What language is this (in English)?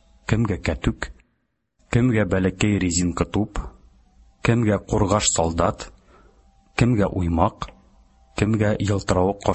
Tatar